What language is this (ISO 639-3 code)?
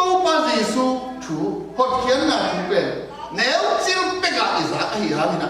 ctd